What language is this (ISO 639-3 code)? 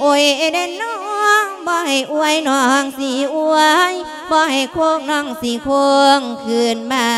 lao